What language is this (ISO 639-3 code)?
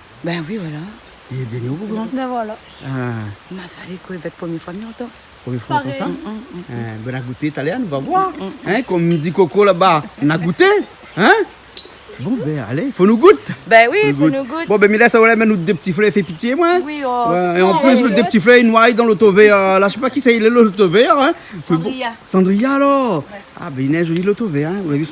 rcf